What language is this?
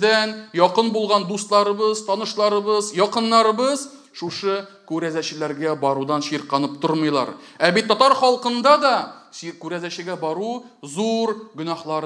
Tatar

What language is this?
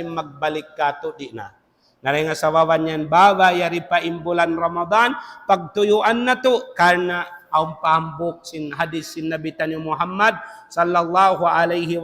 Tausug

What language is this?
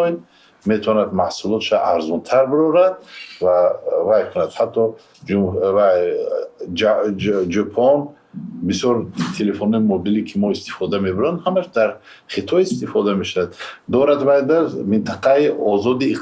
Tajik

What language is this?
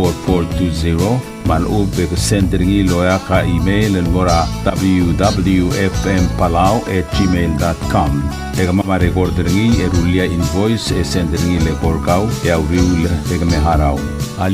Palauan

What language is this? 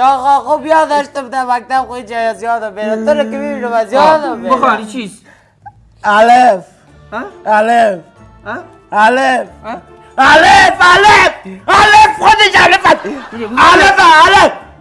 Persian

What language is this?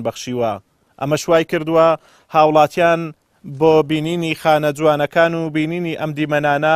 Central Kurdish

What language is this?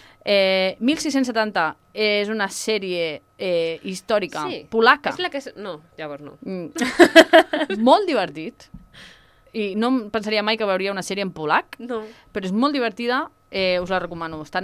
Catalan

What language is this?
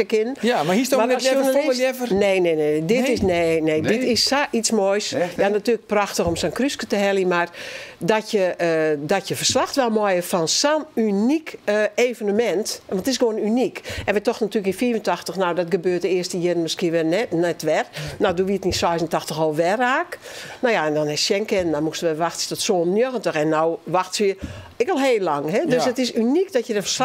Western Frisian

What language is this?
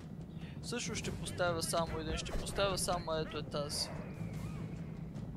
Bulgarian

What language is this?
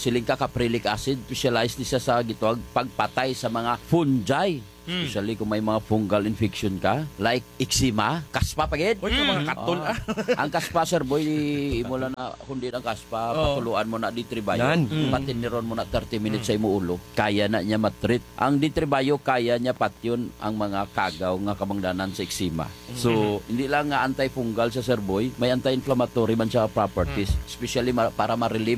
Hiligaynon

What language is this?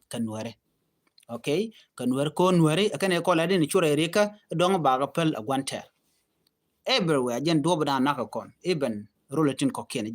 Nuer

